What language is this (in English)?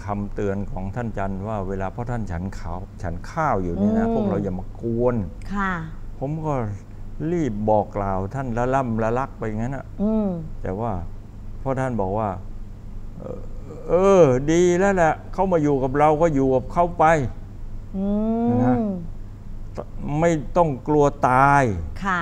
Thai